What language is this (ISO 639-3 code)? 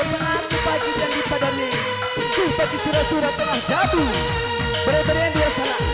btx